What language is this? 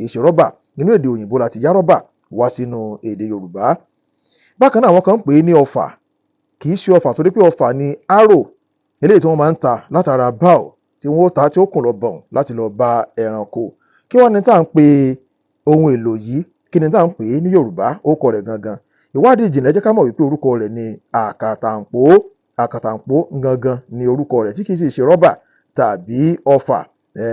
Yoruba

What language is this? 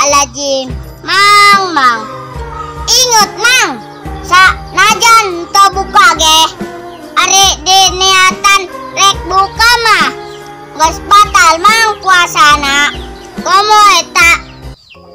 Sundanese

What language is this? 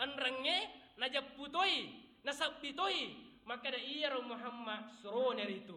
Buginese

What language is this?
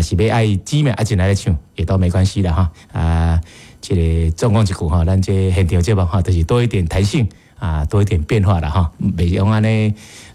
Min Nan Chinese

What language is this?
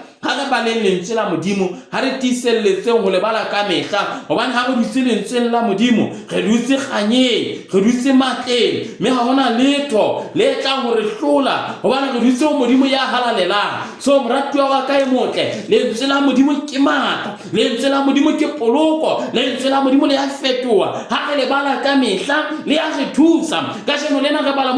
Southern Sotho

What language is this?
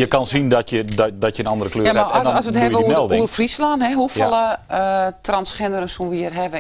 Western Frisian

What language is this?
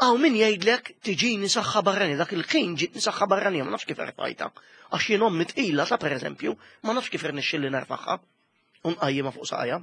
Maltese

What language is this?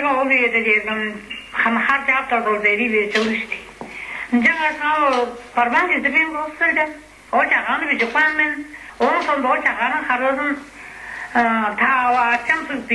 Tuvinian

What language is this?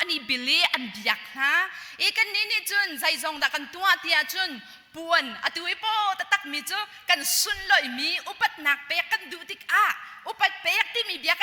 Hakha Chin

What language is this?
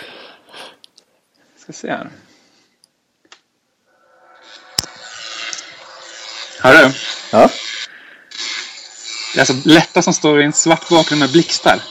Swedish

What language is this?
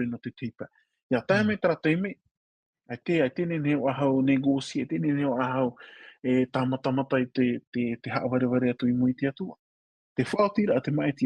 Tahitian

